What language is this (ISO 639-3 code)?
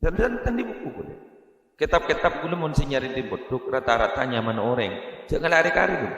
mad